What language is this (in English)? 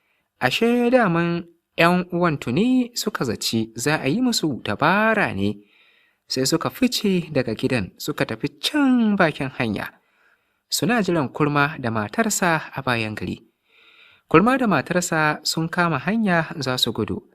Hausa